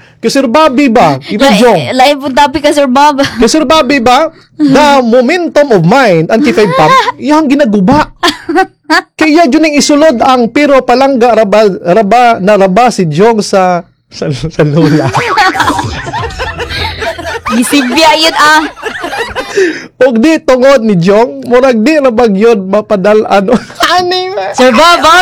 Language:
Cebuano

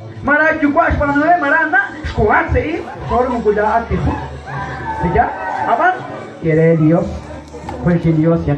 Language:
Kekchí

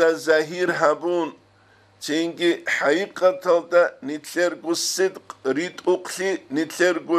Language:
Avaric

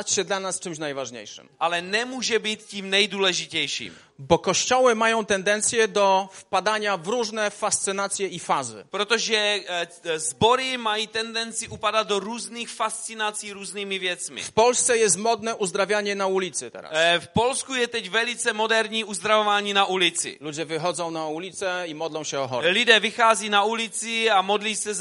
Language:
Polish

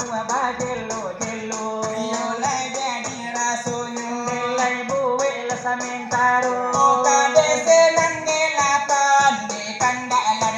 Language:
Minangkabau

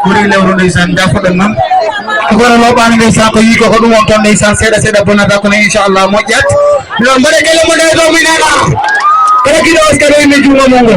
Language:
Fula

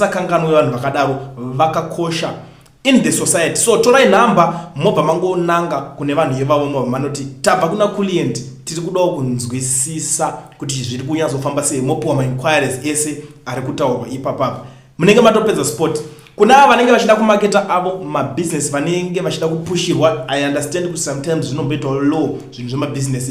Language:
Shona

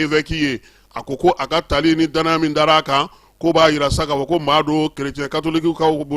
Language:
Bambara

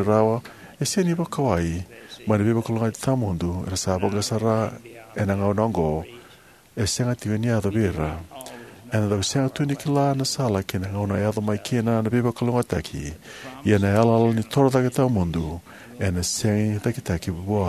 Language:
Fijian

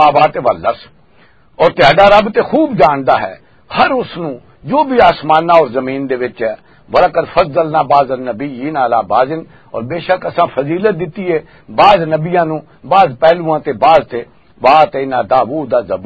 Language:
Western Panjabi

